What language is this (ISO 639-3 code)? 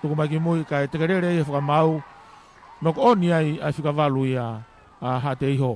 ton